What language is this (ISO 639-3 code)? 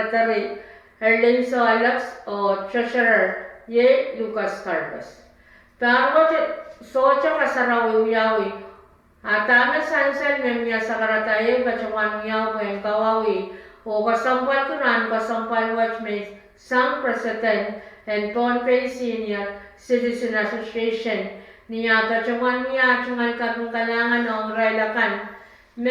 pon